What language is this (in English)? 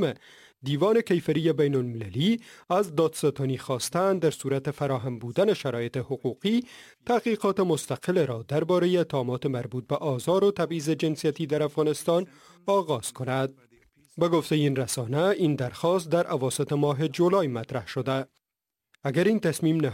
Persian